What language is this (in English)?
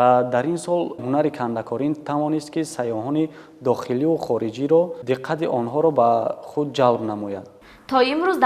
Tajik